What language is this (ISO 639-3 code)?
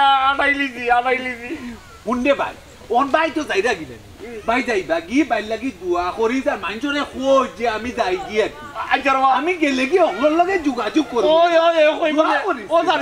syl